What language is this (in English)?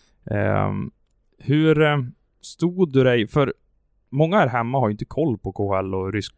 Swedish